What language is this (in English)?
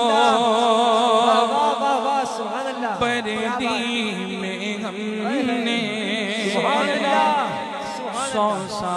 Urdu